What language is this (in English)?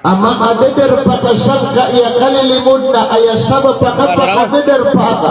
Maranao